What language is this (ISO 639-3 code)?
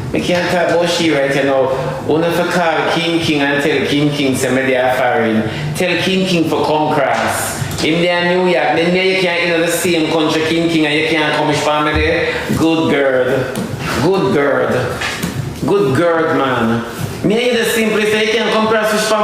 jam